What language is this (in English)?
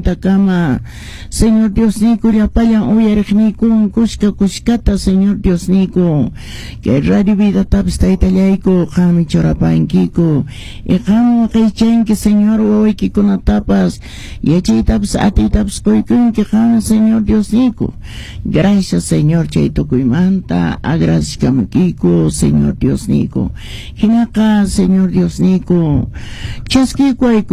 Quechua